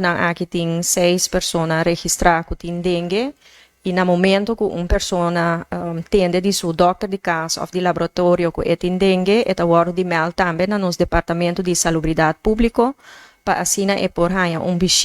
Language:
Papiamento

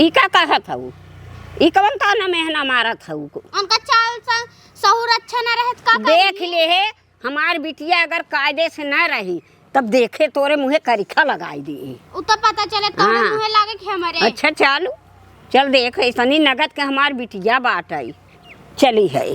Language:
Awadhi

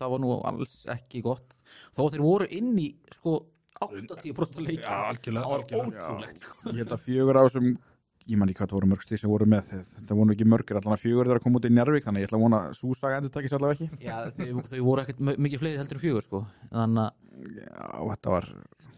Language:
Icelandic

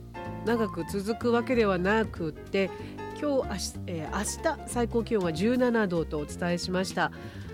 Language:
Japanese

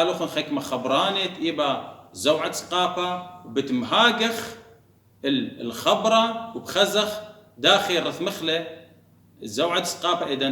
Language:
Assyrian Neo-Aramaic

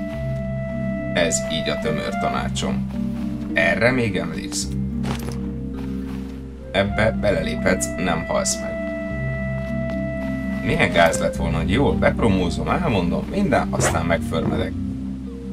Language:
Hungarian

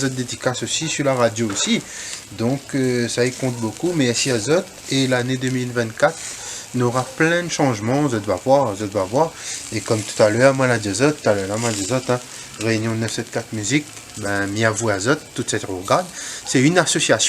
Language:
Réunion Creole French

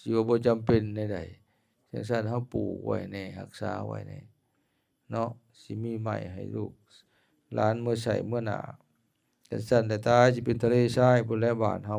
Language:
Lao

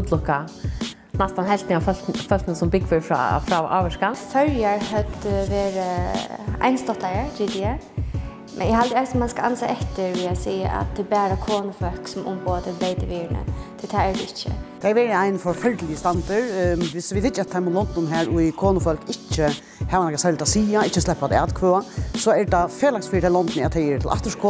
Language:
Faroese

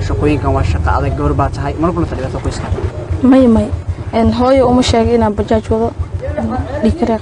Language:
Somali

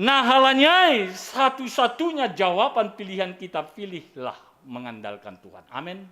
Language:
Batak Simalungun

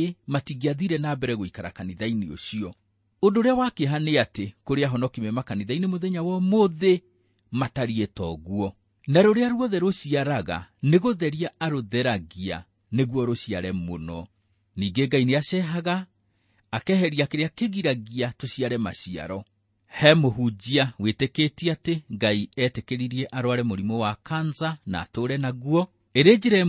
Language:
Kikuyu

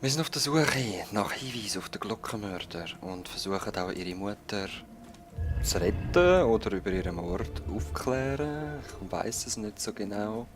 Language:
Swiss German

